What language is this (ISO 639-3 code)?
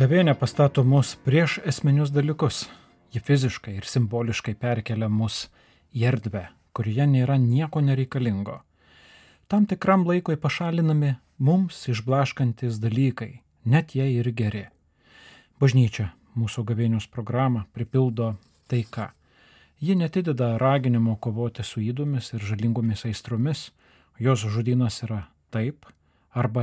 lit